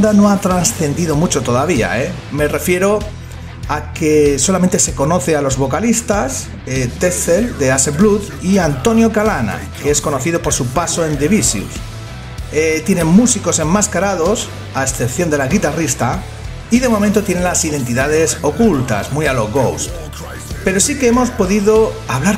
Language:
Spanish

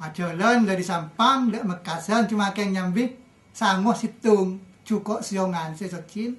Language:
Madurese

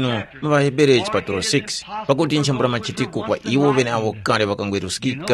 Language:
Tumbuka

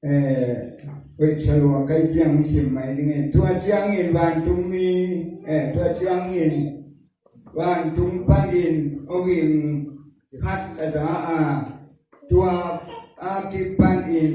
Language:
Tedim Chin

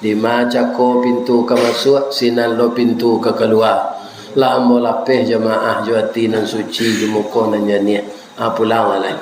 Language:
Minangkabau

